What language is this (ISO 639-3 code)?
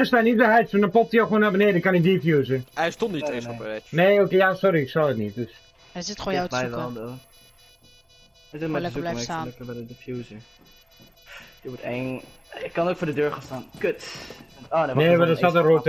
nld